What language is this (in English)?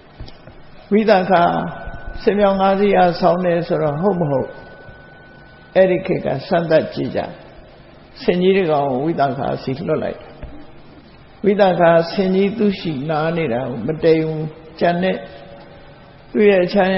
Burmese